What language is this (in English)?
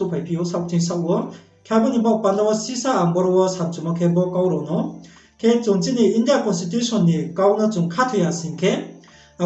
Riang (India)